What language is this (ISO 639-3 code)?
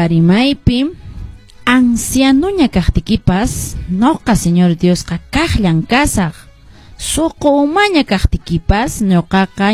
que